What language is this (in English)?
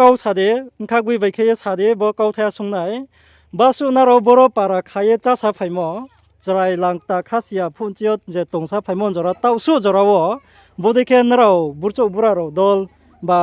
Riang (India)